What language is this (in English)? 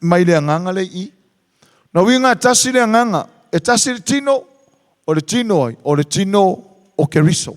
Samoan